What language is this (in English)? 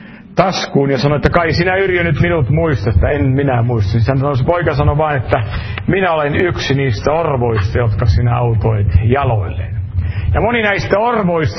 Finnish